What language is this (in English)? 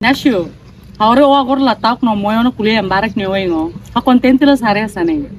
Tetum